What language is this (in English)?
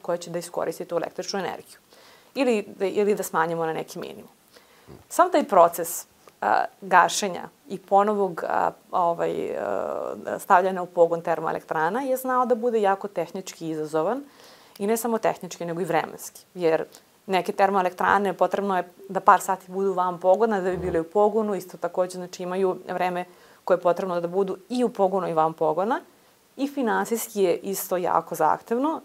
Serbian